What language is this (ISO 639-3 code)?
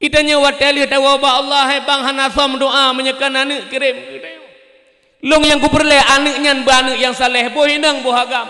ace